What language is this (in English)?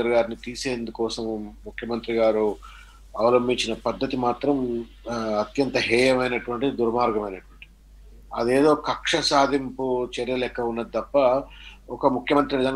Telugu